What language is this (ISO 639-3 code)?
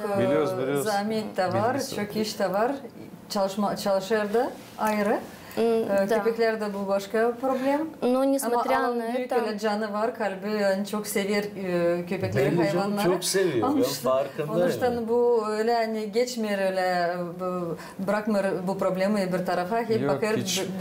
gag